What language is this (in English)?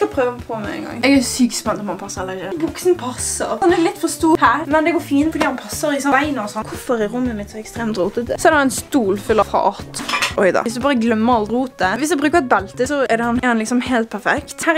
Norwegian